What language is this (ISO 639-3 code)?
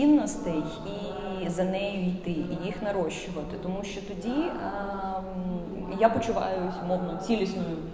ukr